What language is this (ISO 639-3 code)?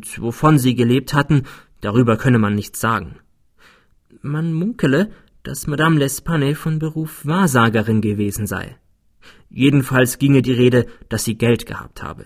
deu